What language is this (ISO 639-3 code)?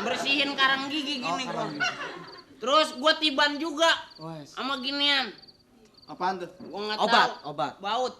bew